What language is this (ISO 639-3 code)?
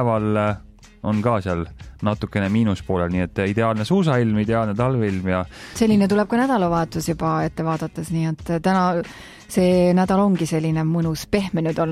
est